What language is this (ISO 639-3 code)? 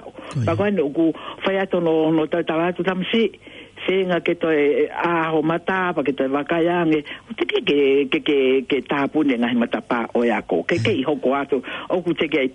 ton